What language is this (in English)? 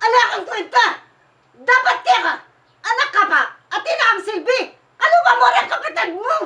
Pampanga